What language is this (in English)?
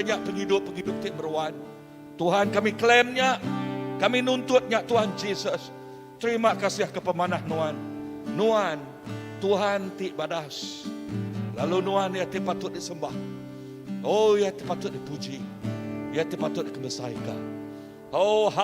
Iban